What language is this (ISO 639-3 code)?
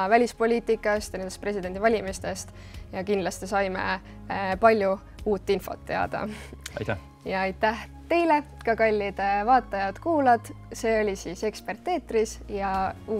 est